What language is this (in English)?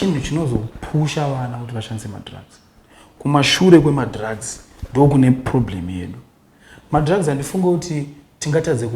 Shona